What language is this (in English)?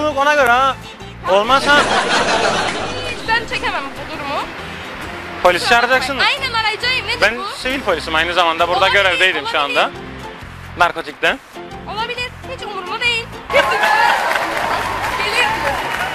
Turkish